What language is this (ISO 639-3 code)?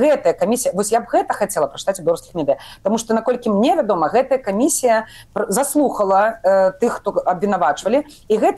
bel